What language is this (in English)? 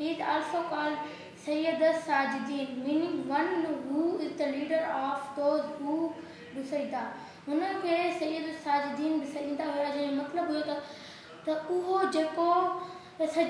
Sindhi